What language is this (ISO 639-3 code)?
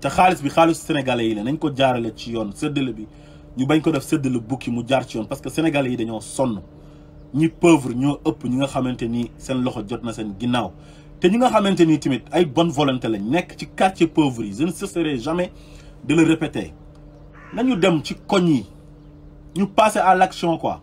wol